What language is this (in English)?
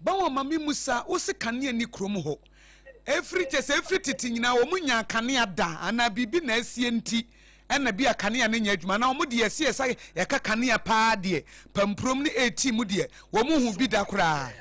Akan